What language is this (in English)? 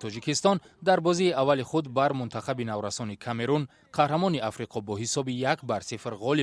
Tajik